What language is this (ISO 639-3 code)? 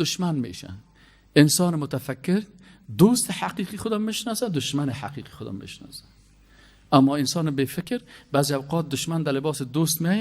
fas